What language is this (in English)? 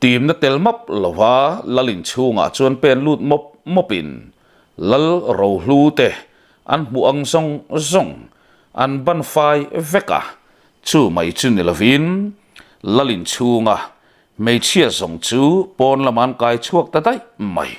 Mizo